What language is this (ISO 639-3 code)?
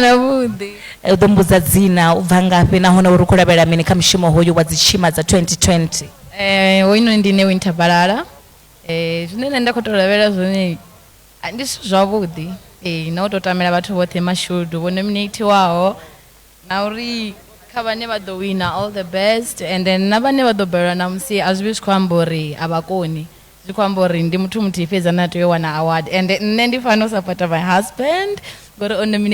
ven